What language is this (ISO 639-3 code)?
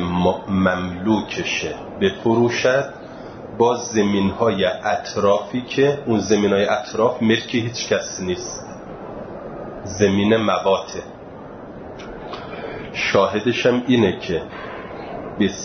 fas